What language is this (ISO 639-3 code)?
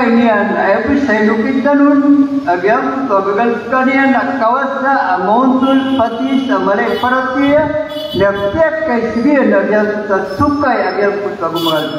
mrw